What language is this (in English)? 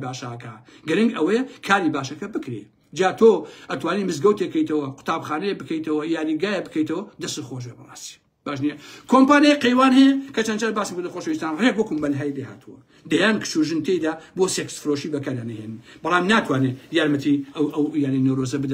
Central Kurdish